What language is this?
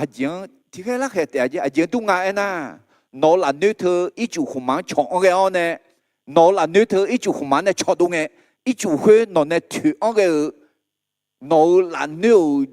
Akha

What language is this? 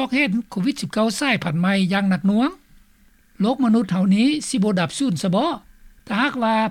Lao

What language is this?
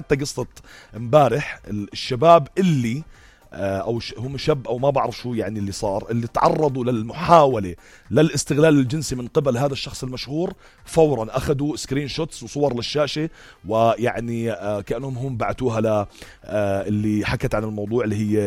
North Levantine Arabic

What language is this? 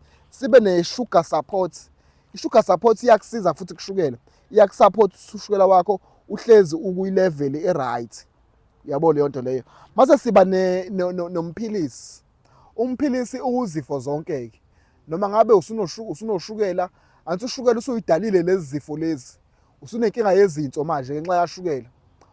Zulu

